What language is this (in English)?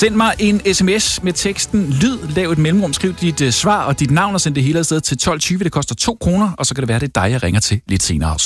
Danish